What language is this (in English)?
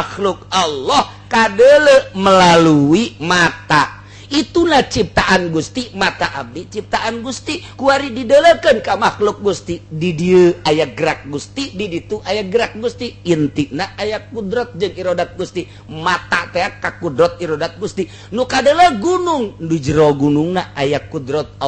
Sundanese